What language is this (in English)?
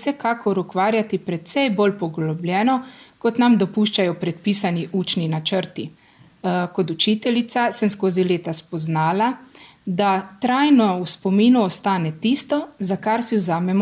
Slovenian